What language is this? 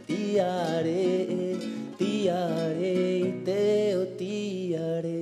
Rapanui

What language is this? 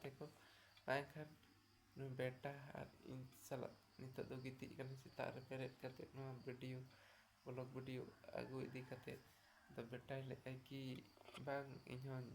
Santali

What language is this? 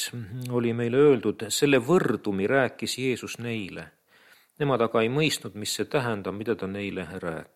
Estonian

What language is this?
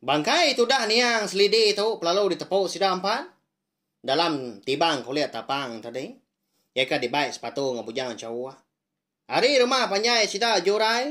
Iban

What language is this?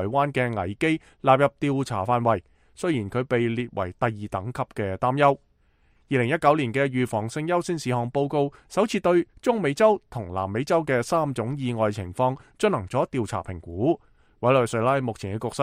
Cantonese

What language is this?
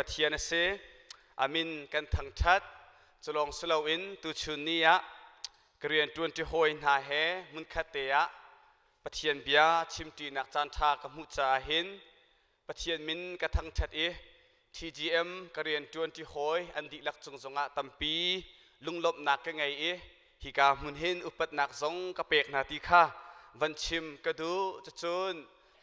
Hakha Chin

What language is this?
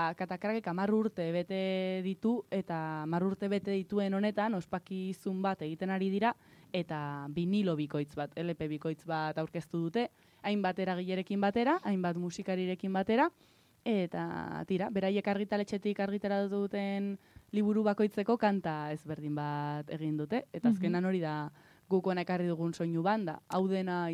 Basque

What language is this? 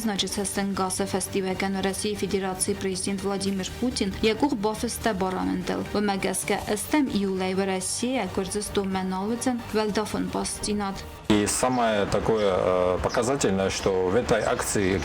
Ossetic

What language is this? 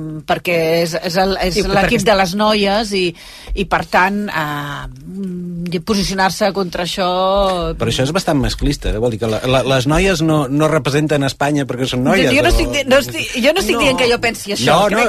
Catalan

